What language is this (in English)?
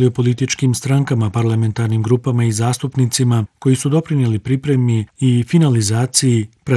Bosnian